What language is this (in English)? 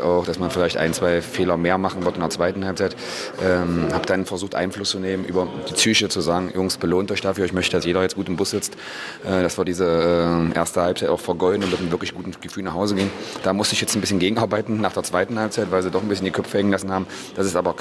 German